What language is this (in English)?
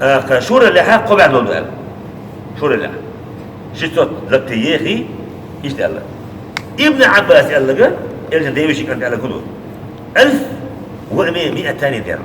Chechen